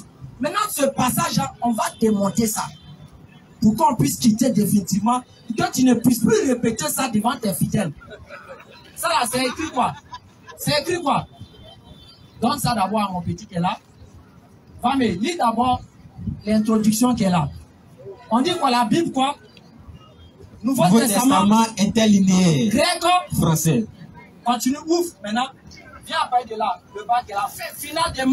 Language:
French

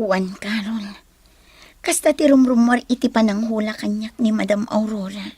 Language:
Iloko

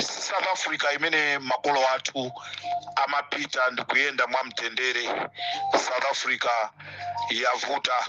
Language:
Nyanja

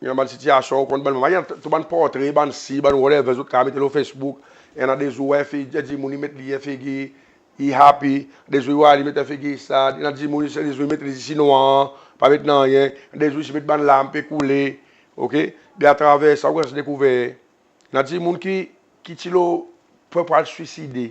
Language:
Seselwa Creole French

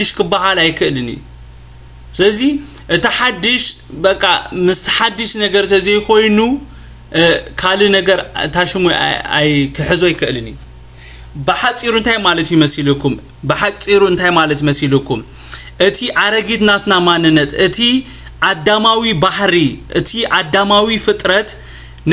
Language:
Tigrinya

